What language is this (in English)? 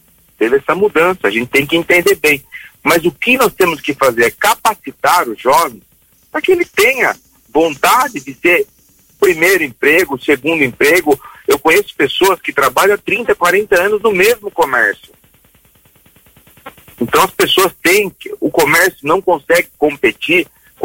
Portuguese